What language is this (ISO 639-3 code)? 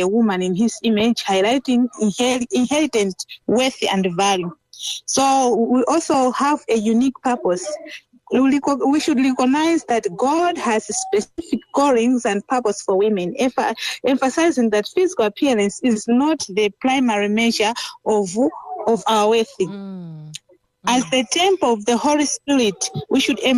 eng